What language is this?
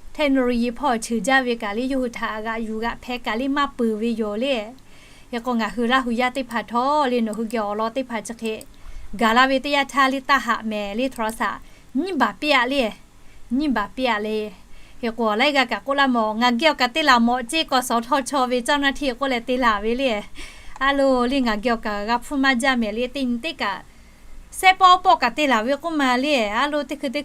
Lahu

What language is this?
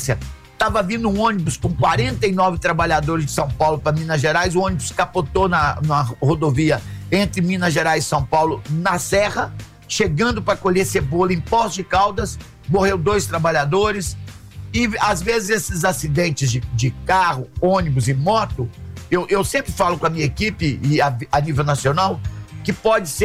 Portuguese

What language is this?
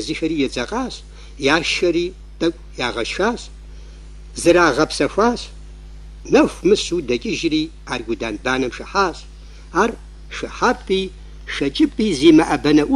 Kabardian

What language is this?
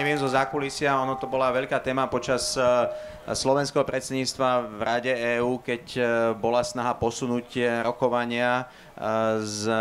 Slovak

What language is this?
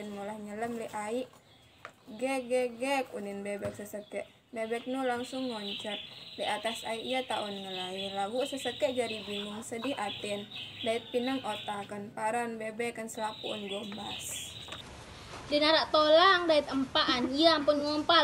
Sasak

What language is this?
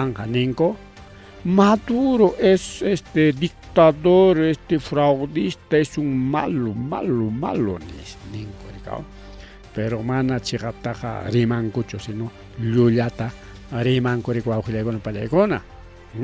Ayacucho Quechua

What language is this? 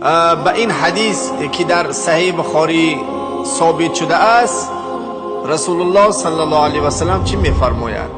Tajik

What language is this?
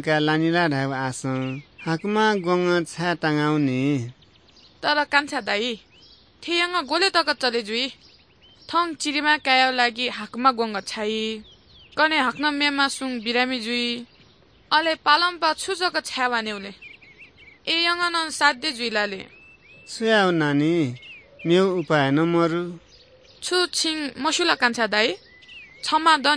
Newari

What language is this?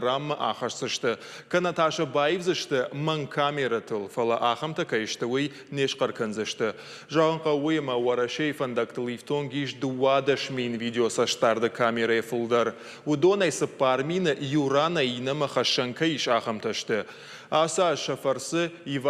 Ossetic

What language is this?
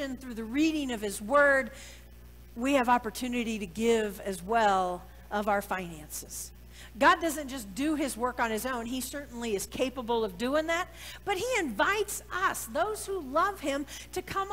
English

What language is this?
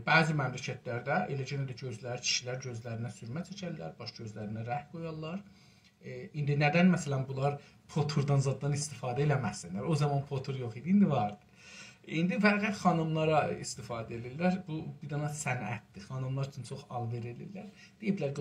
South Azerbaijani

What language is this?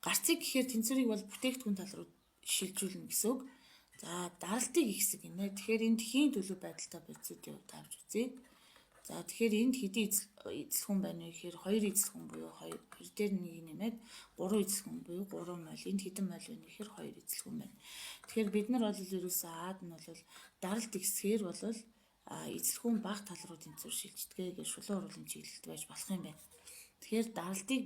Mongolian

